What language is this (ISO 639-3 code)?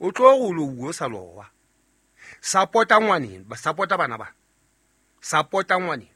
sot